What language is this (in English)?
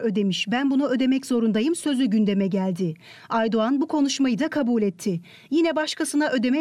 Turkish